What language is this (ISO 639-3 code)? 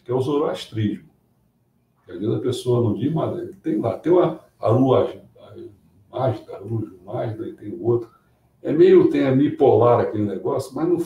por